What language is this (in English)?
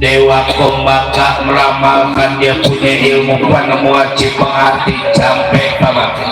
Betawi